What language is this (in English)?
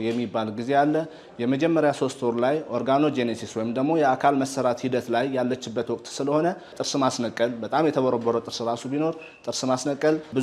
Amharic